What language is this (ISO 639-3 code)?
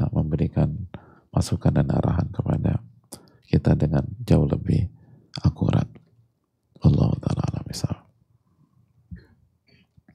ind